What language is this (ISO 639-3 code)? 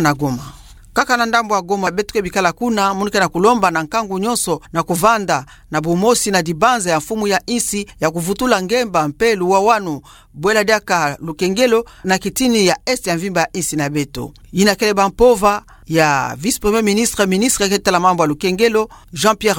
ktu